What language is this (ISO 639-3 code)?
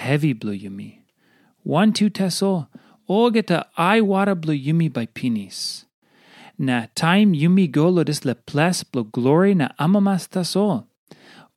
tpi